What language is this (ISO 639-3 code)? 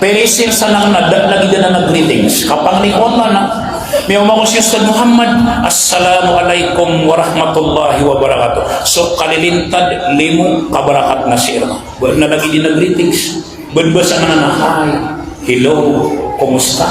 mrw